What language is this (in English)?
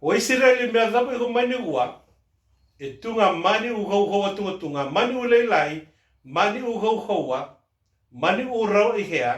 Fijian